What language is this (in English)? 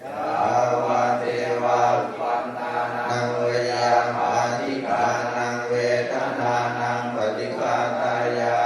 Pali